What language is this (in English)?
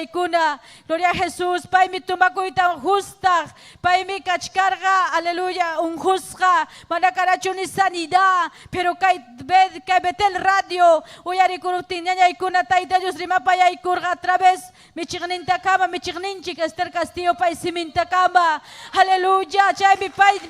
Ayacucho Quechua